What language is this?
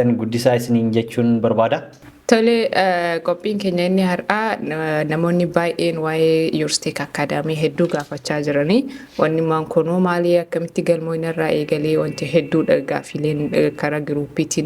Oromo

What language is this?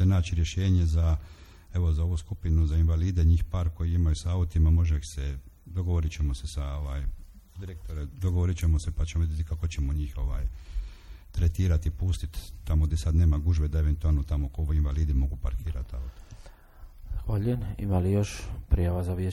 Croatian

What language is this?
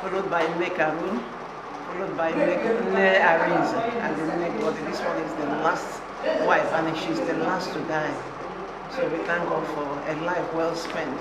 Igbo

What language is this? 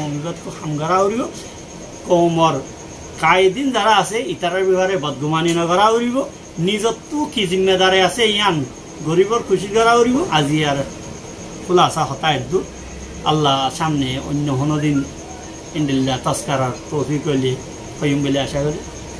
Rohingya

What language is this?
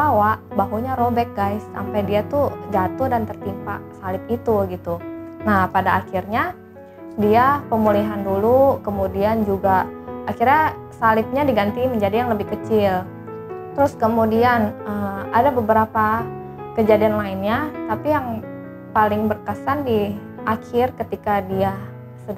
Indonesian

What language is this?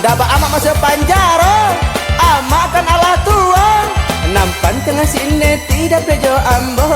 Minangkabau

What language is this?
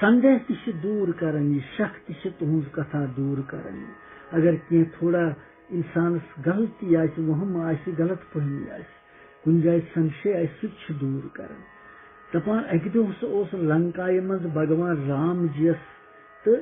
Kashmiri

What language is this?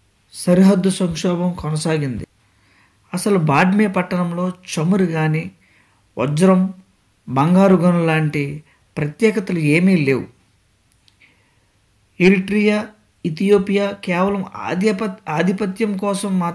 Telugu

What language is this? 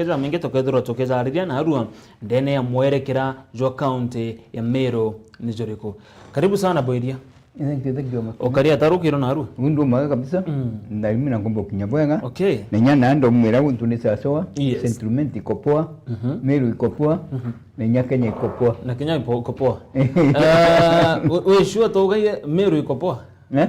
Meru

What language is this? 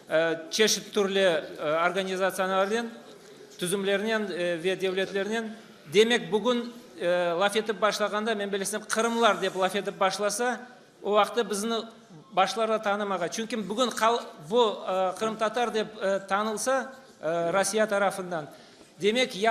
Crimean Tatar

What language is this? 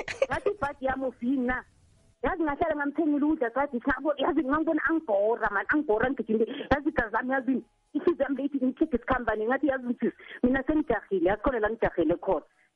South Ndebele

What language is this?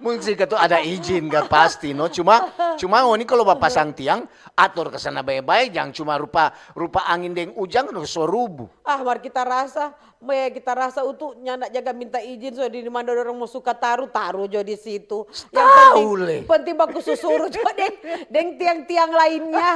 Manado Malay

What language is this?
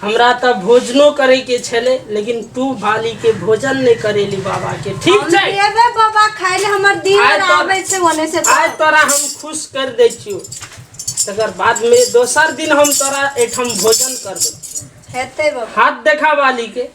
Maithili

